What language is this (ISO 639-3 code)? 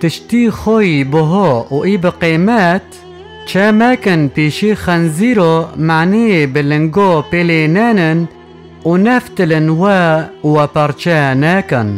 kur